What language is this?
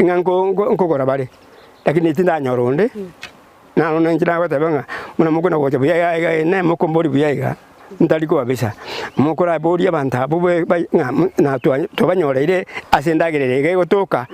Gusii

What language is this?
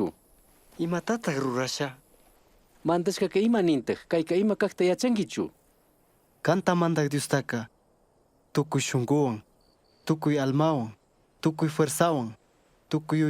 Chimborazo Highland Quichua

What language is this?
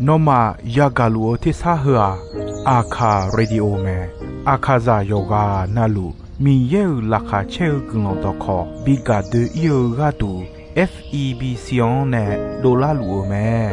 Akha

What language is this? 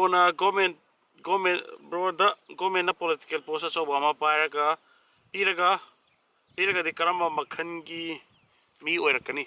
Manipuri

